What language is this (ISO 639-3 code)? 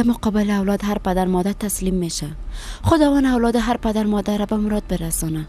fas